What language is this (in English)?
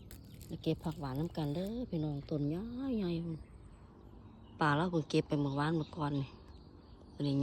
Lao